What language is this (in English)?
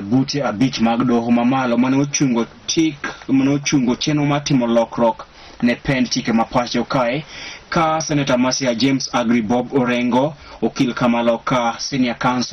Luo (Kenya and Tanzania)